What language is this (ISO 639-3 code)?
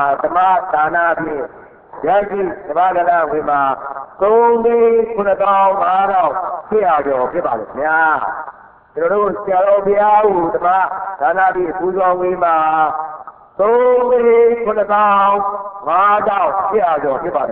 mya